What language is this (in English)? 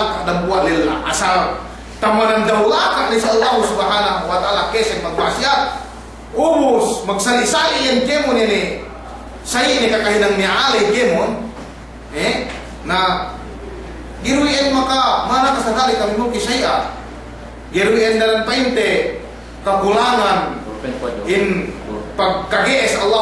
Yakan